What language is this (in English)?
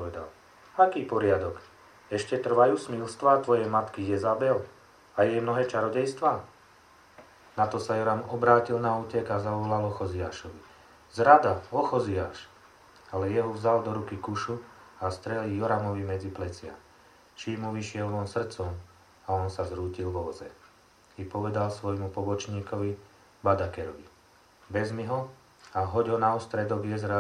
Slovak